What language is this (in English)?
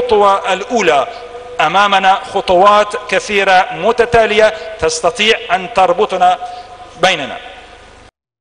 Arabic